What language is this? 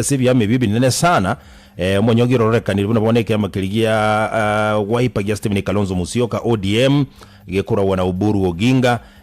Gusii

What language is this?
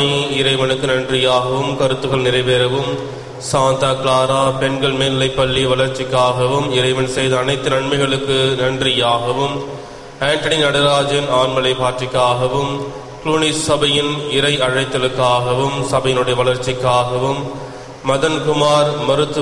Tamil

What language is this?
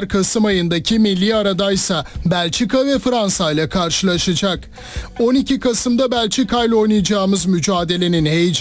Turkish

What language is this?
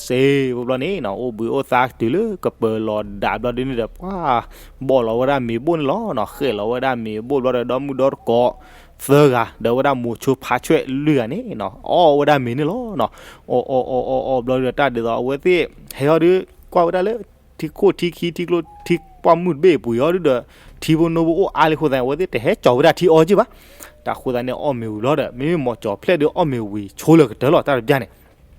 S'gaw Karen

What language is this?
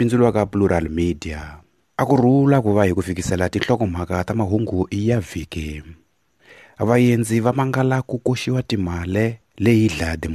Tsonga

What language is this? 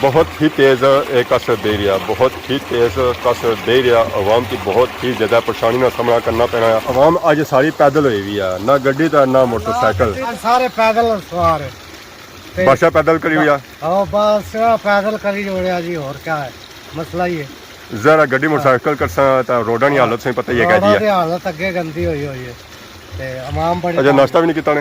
Pahari-Potwari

